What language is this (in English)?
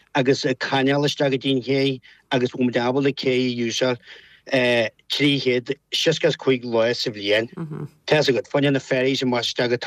Irish